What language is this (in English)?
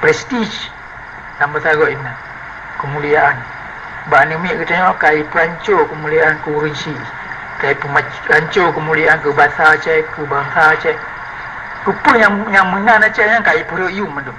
Achinese